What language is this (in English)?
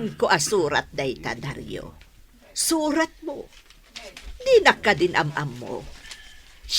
Iloko